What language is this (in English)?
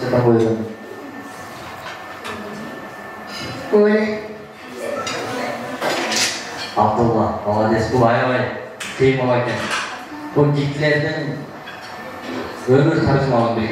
Kyrgyz